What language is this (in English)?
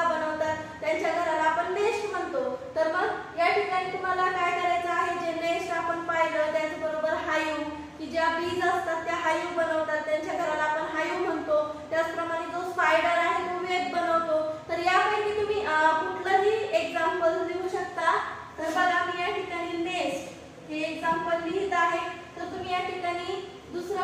Marathi